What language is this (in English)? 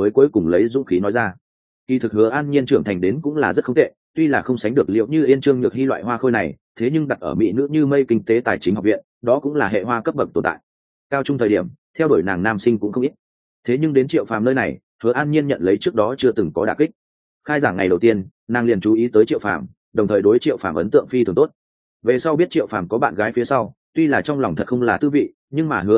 Vietnamese